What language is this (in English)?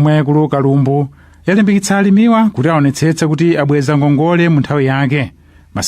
Nyanja